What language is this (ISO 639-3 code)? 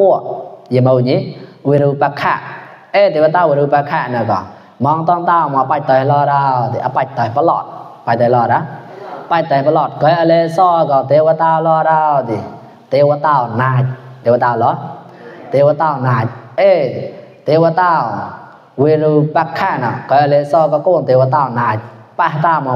mnw